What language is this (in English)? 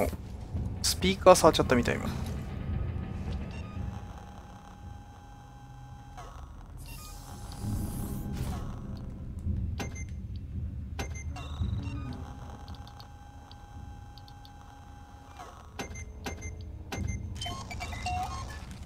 Japanese